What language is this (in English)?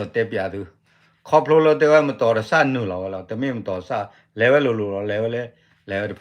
S'gaw Karen